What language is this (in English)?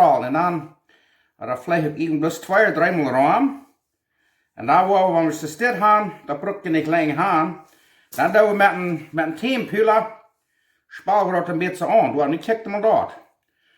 Plautdietsch